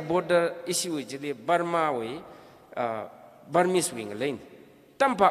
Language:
Tangkhul Naga (India)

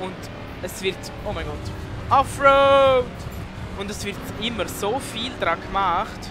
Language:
Swiss German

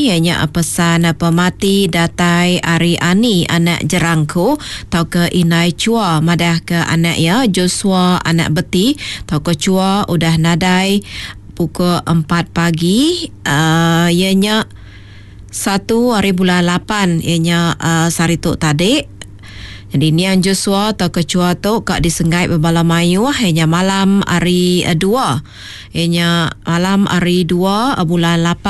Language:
Iban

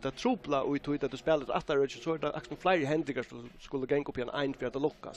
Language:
Faroese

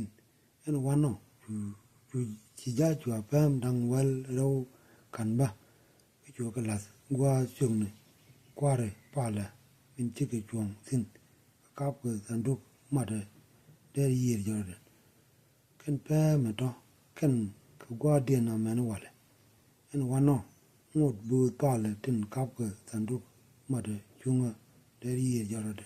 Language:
Nuer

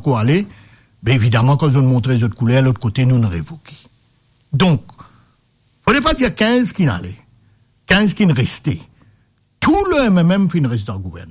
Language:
Morisyen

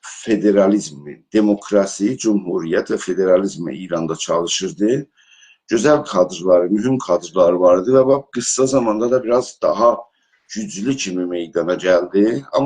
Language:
South Azerbaijani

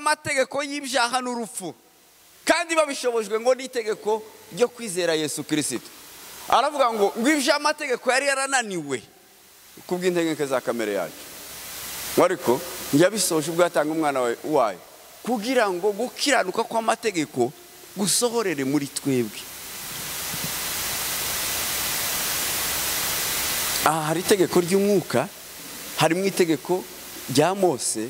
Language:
Kinyarwanda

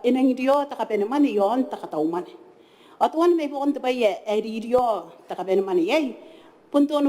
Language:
Gilbertese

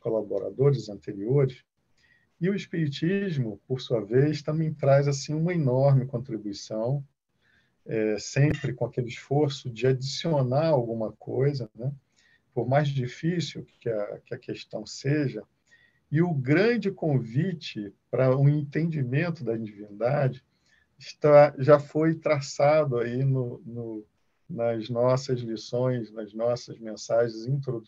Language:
Portuguese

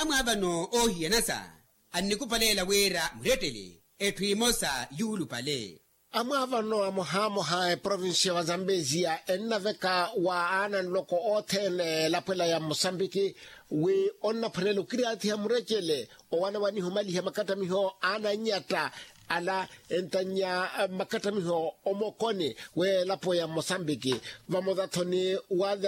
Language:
Makhuwa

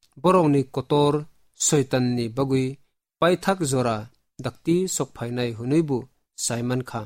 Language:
Kok Borok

